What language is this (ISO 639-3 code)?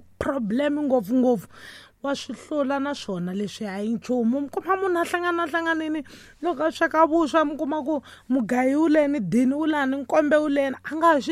tso